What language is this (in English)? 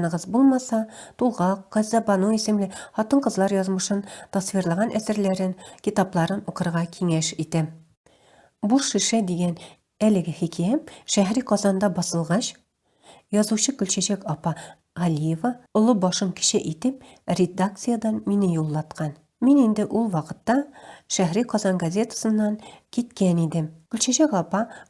Tatar